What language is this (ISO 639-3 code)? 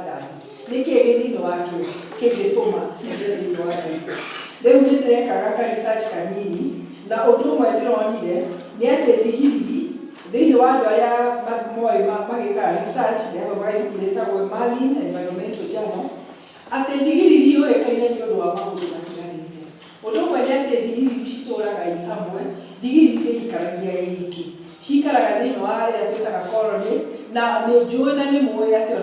kik